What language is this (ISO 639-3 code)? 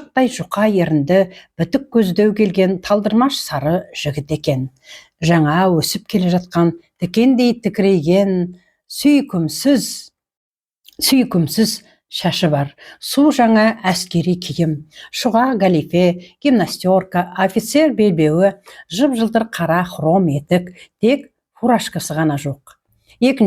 kaz